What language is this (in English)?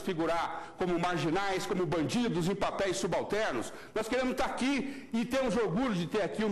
Portuguese